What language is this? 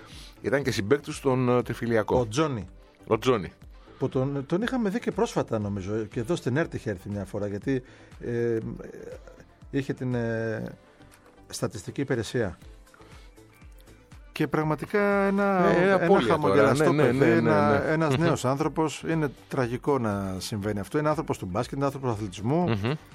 Greek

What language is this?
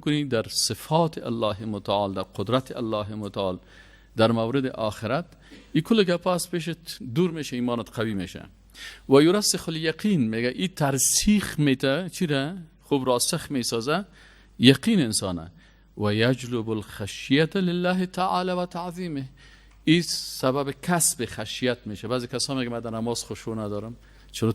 Persian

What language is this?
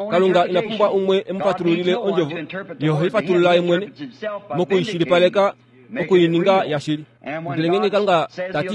Kuanyama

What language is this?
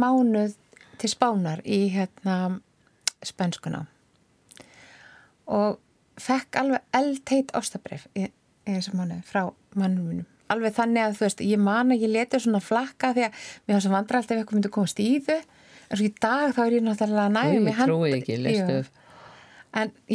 Icelandic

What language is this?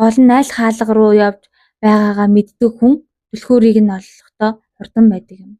Mongolian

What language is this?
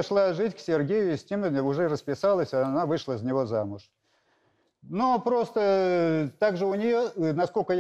Russian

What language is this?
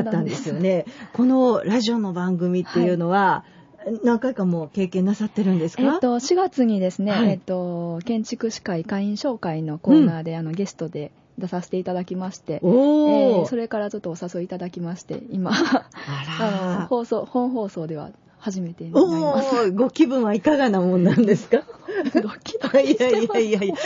Japanese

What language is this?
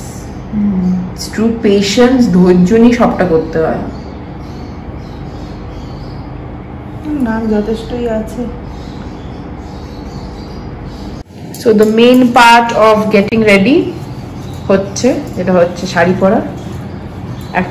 Bangla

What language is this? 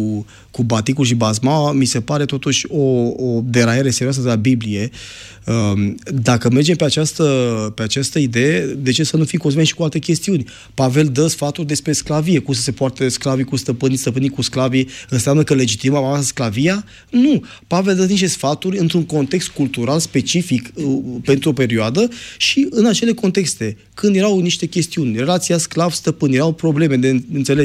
Romanian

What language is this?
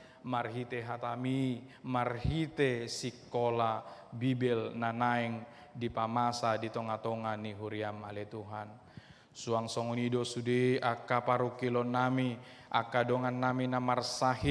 Batak Toba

